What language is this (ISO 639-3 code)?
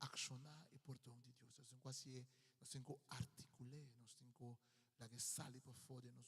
pap